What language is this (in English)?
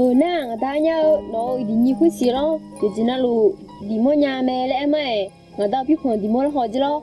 Akha